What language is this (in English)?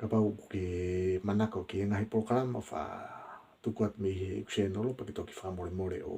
Tongan